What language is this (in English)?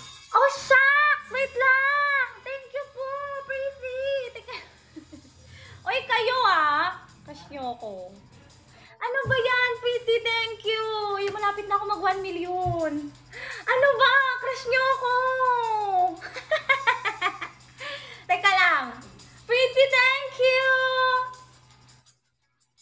Filipino